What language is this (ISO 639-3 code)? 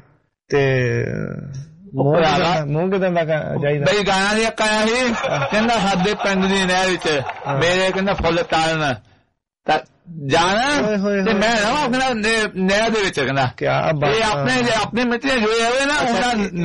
pan